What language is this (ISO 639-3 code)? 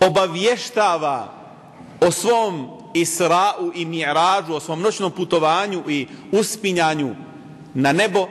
bos